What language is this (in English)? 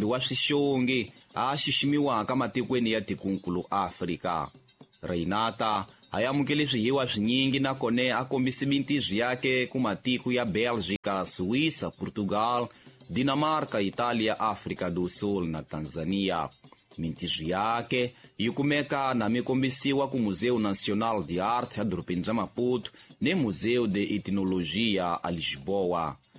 Tsonga